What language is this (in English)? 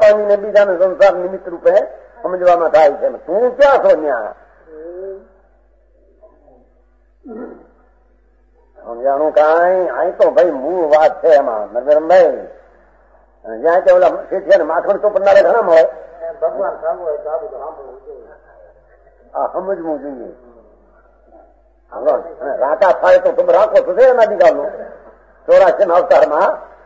Gujarati